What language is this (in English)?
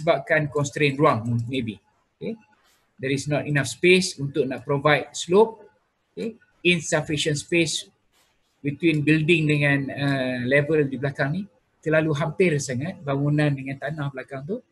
Malay